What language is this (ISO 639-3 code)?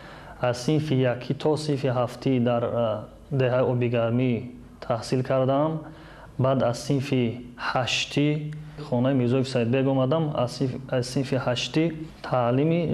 tgk